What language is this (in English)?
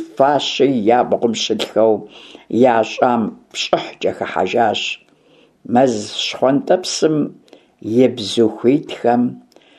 Kabardian